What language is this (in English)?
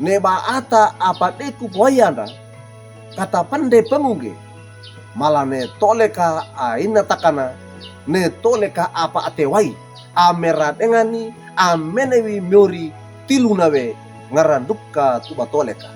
Wejewa